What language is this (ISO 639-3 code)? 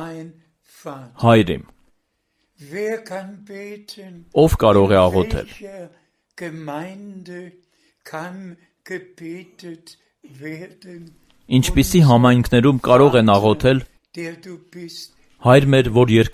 hye